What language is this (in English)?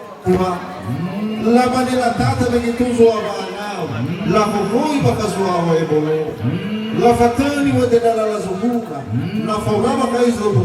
Nias